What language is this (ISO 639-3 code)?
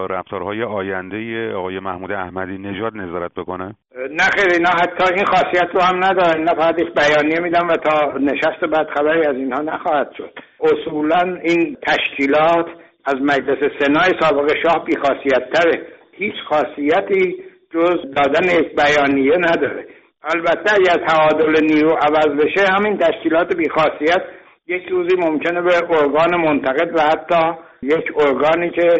fas